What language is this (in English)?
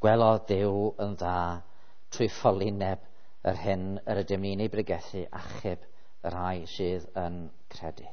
Welsh